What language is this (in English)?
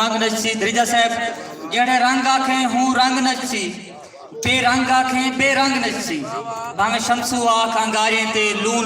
Saraiki